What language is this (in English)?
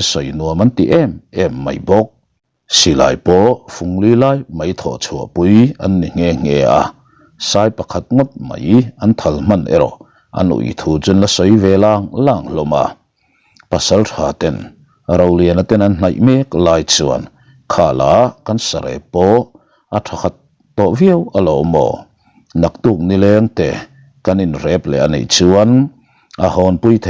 Mizo